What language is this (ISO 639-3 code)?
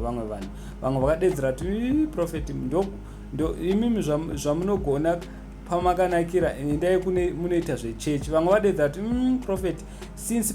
sna